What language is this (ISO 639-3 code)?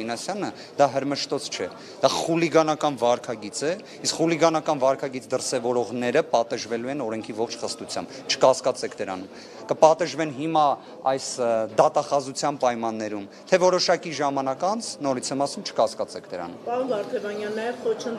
hye